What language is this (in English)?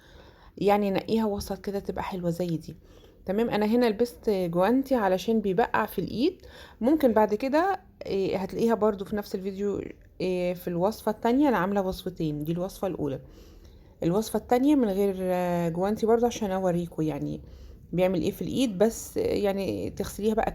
Egyptian Arabic